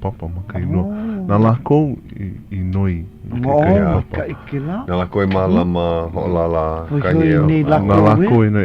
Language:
Hawaiian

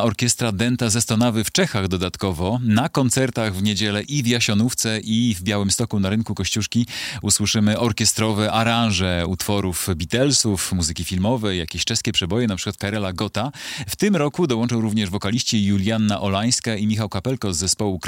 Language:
Polish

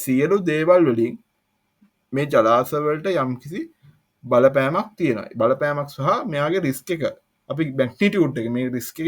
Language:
Sinhala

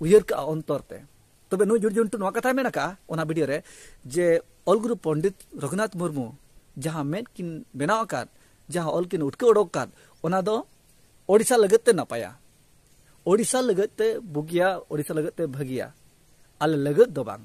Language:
Santali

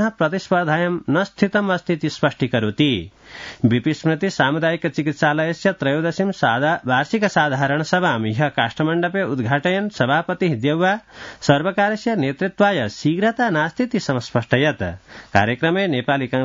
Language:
Sanskrit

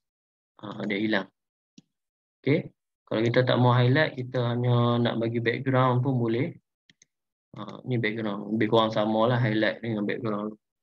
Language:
Malay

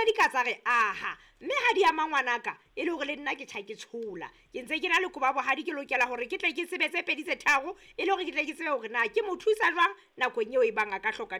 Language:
Southern Sotho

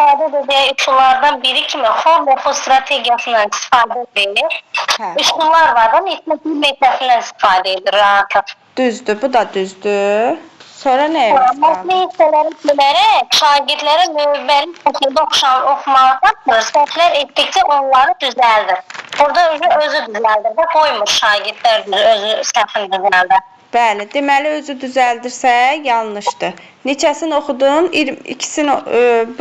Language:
Azerbaijani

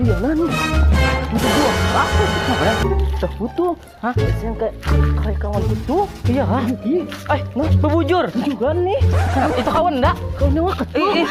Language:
Banjar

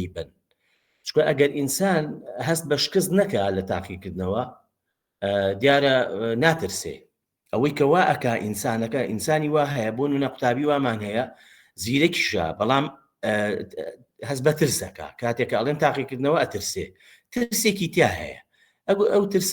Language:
Central Kurdish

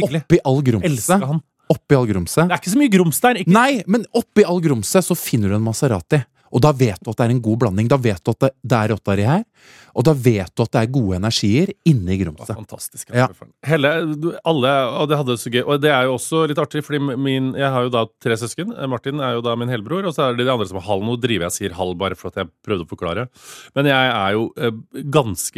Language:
Norwegian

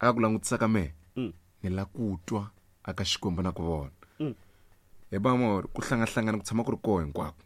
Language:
Tsonga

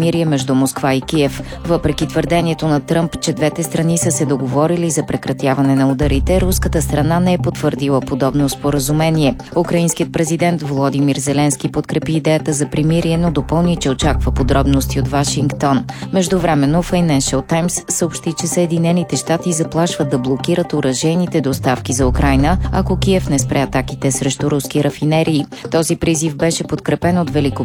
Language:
Bulgarian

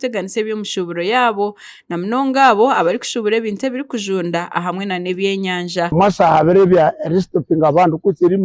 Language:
Nyankole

